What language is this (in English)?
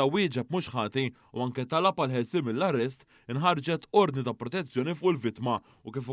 Maltese